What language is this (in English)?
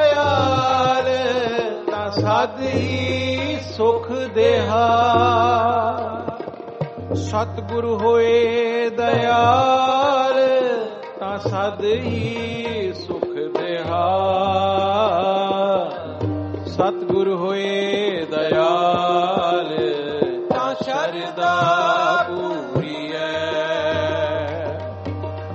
Punjabi